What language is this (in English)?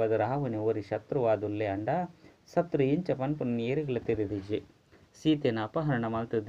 Tulu